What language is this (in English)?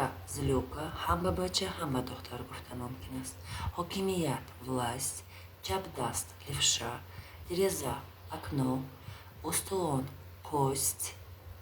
Tajik